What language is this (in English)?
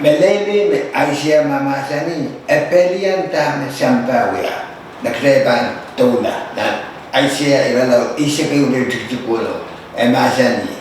Pohnpeian